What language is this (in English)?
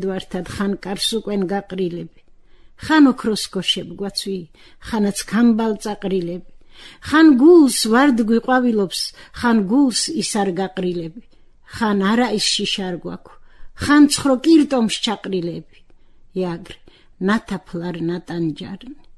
Georgian